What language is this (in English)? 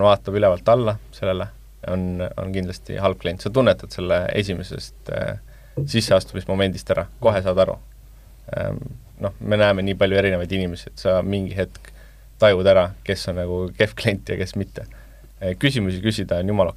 Estonian